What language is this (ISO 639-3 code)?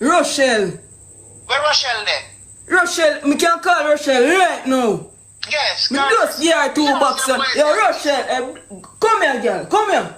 jam